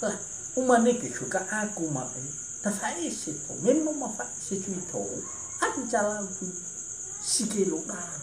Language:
Nias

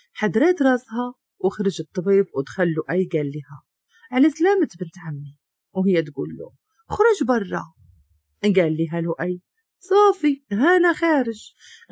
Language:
Moroccan Arabic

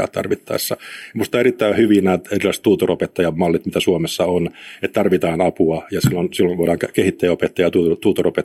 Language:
Finnish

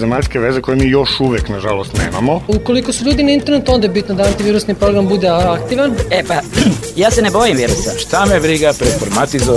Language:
Serbian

